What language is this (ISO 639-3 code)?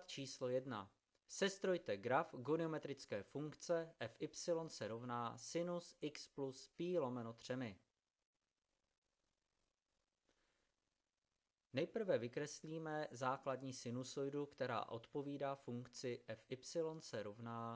ces